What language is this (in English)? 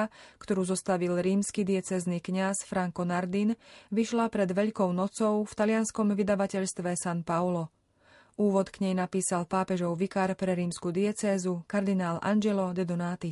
Slovak